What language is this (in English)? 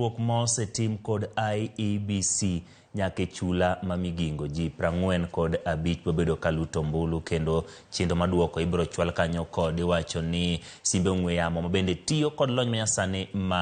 Luo (Kenya and Tanzania)